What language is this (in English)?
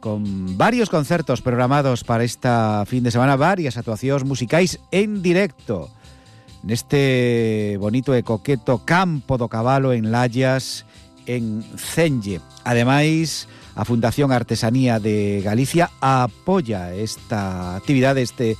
Galician